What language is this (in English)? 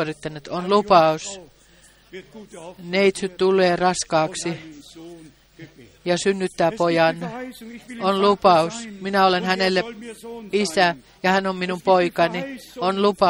Finnish